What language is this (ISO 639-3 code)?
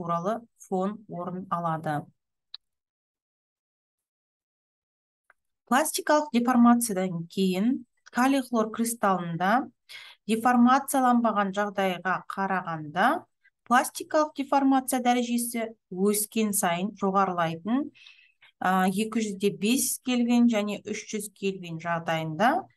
kaz